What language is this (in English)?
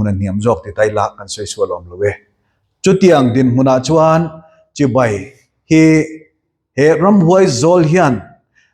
Mizo